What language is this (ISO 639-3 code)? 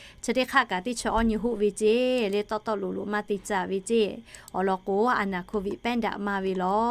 lhu